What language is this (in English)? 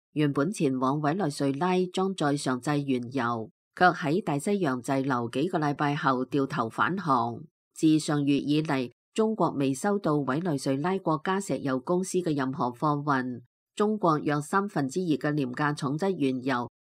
Cantonese